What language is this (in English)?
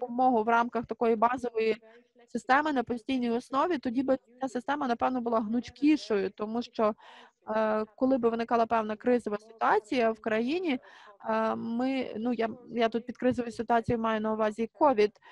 Ukrainian